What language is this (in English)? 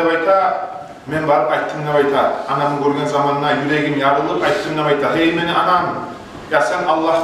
Kumyk